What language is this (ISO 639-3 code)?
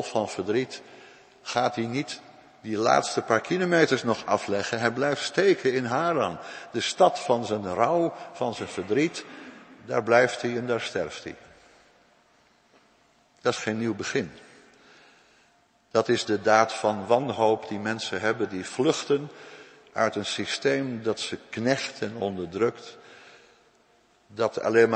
nld